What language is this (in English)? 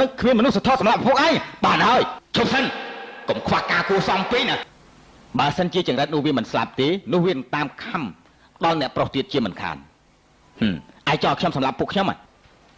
Khmer